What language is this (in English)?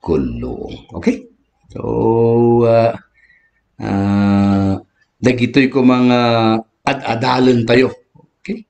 Iloko